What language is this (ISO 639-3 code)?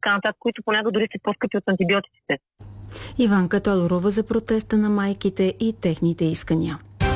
bul